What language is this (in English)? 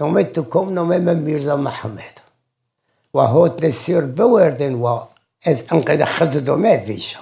Zaza